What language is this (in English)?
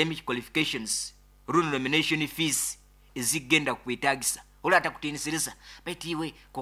Nyoro